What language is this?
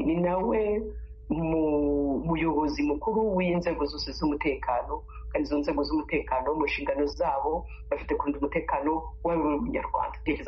Kinyarwanda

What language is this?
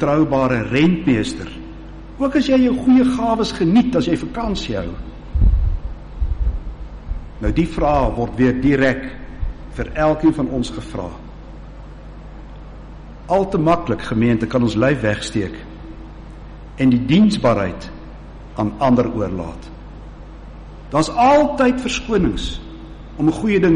Afrikaans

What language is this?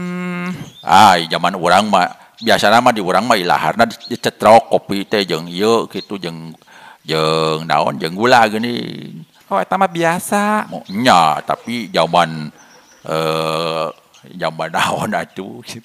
Sundanese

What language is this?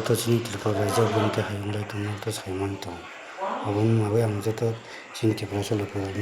Kok Borok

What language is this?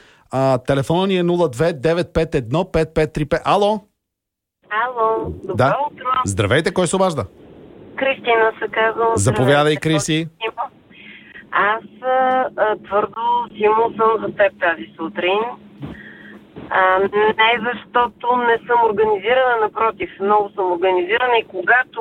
Bulgarian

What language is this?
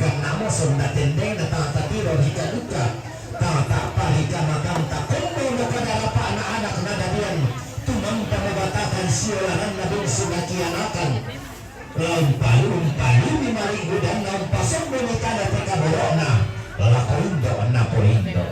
Toraja-Sa'dan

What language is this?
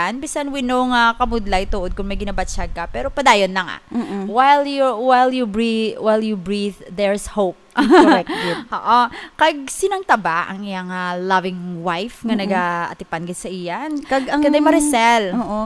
Hiligaynon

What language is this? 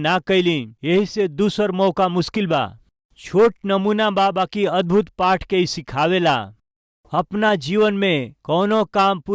Bhojpuri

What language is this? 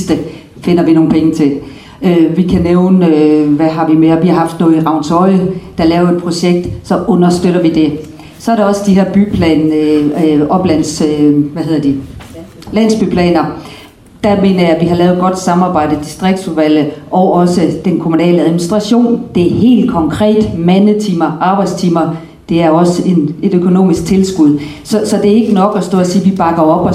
Danish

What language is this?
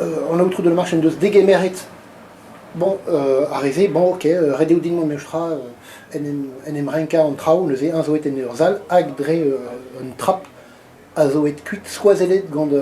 Breton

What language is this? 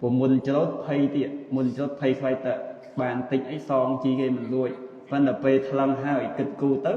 Khmer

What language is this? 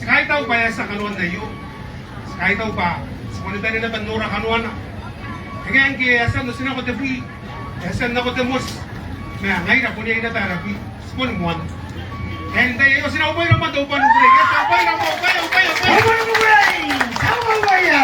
Gilbertese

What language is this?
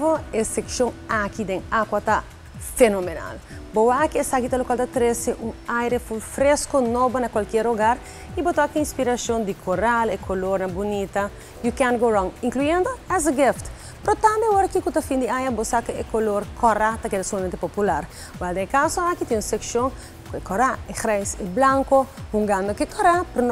Papiamento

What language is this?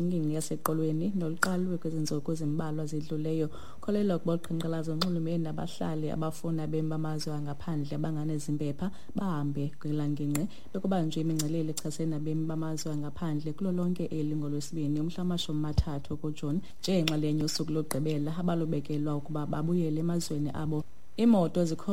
Xhosa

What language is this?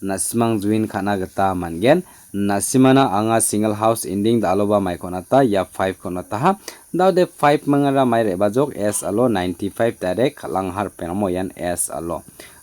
Garo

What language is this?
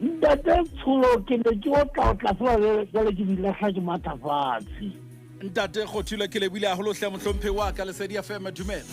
Southern Sotho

